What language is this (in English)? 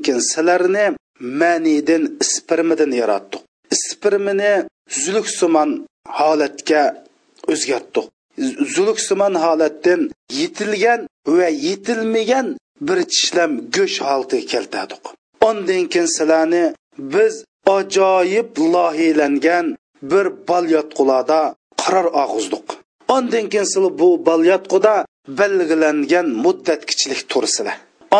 Uyghur